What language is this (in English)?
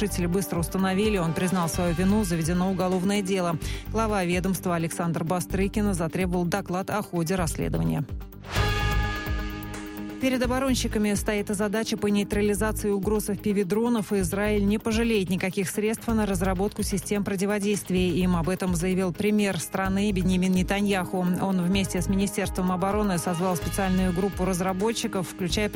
Russian